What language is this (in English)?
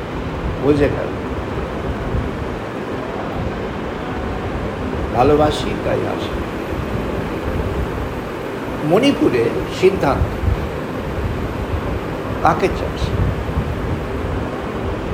Bangla